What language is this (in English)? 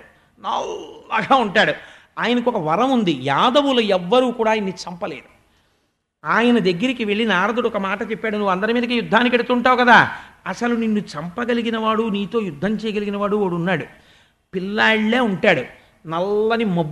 Telugu